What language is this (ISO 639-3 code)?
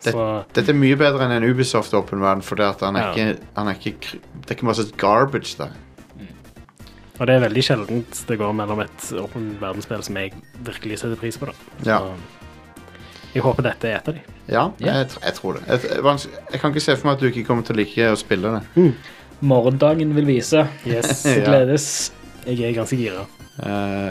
nor